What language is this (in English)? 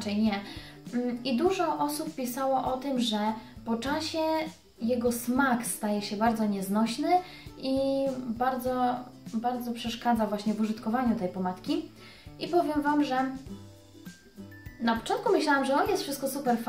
Polish